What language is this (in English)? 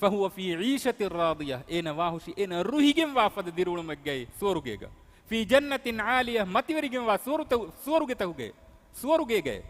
Divehi